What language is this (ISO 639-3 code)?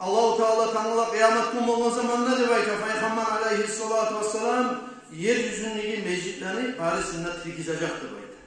kum